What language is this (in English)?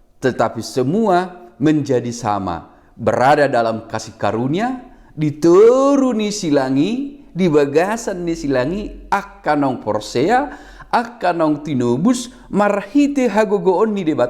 Batak Toba